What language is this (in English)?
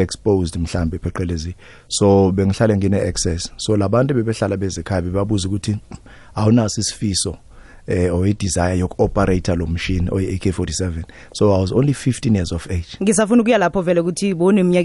South Ndebele